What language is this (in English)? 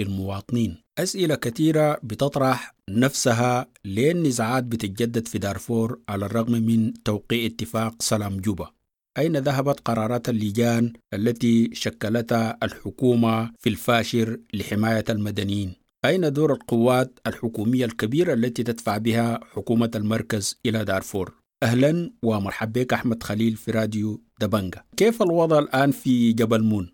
Sudanese Arabic